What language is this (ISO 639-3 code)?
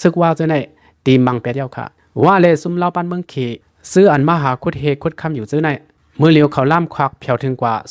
shn